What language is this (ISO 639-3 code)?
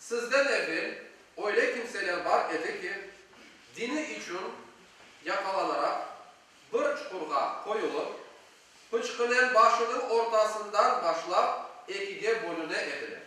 crh